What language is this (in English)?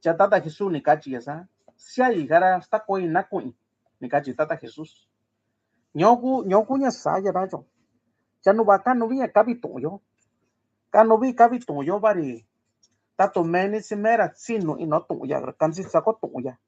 Mixtepec Mixtec